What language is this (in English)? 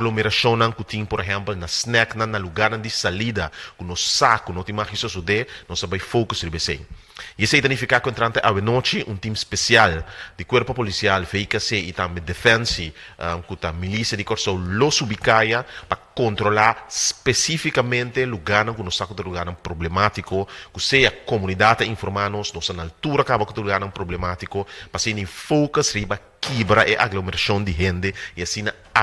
Papiamento